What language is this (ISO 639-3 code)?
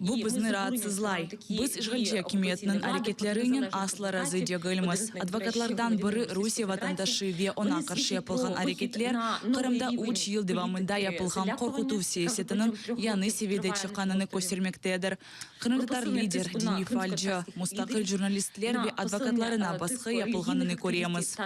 crh